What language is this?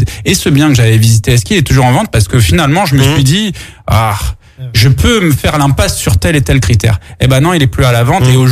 French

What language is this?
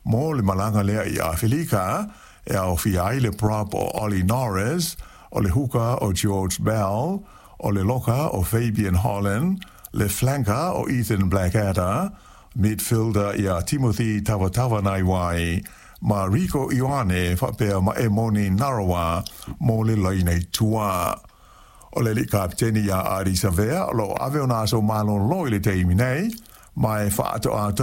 Samoan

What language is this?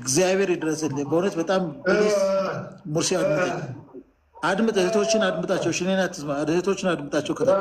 Amharic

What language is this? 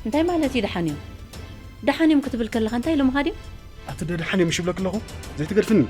Tigrinya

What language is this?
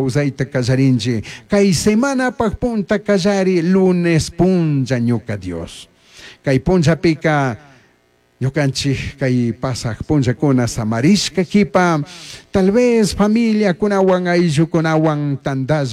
Chimborazo Highland Quichua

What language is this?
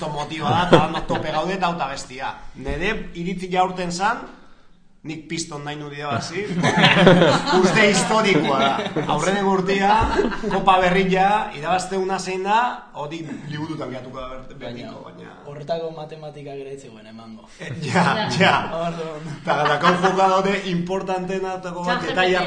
Basque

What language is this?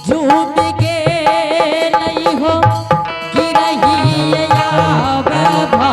Angika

